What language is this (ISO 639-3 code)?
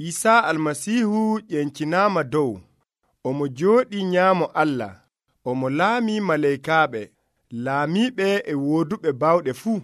fuv